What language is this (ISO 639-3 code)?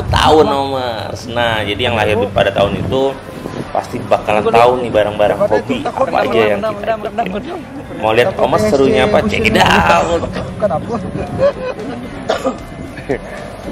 ind